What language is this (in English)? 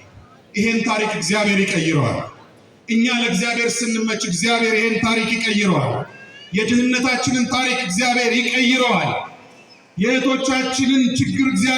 Amharic